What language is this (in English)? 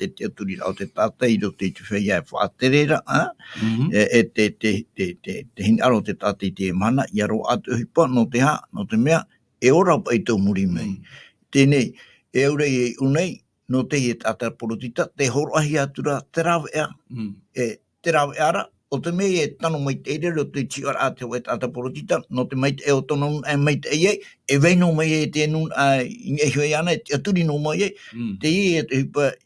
Tahitian